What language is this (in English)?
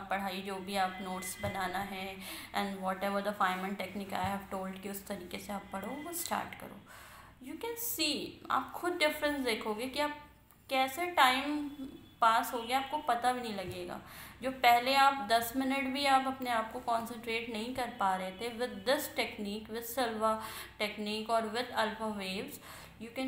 Hindi